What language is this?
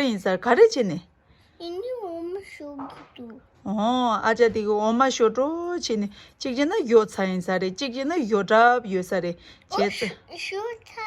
Tibetan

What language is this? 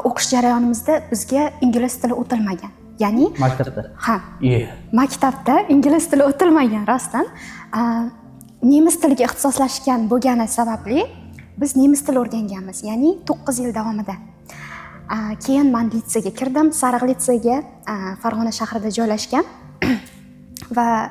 Uzbek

